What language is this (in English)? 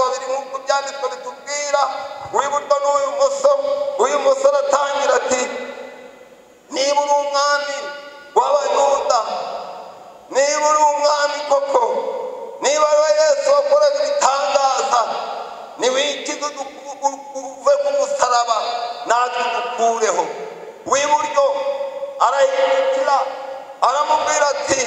Kinyarwanda